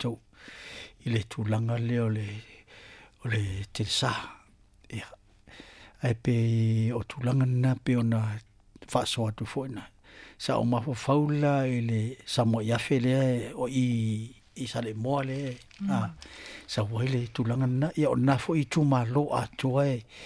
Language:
Samoan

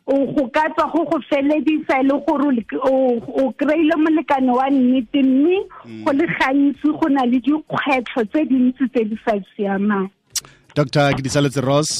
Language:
Tswana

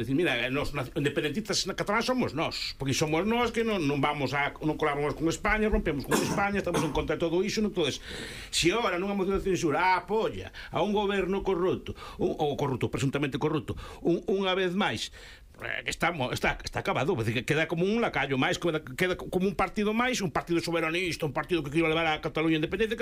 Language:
Galician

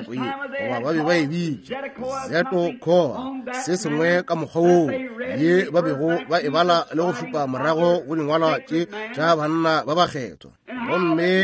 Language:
Northern Sotho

